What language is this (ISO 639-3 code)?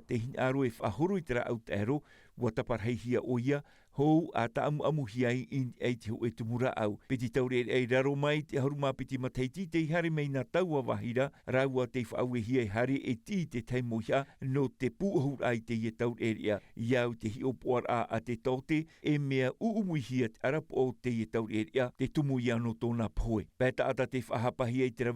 tah